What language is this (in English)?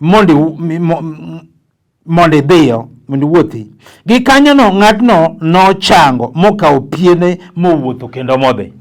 Luo (Kenya and Tanzania)